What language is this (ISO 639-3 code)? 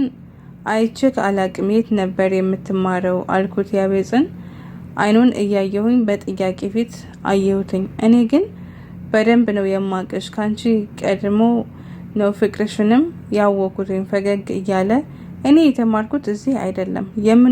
amh